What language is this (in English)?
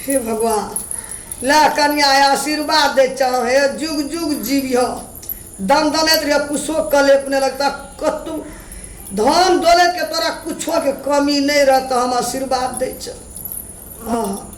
Maithili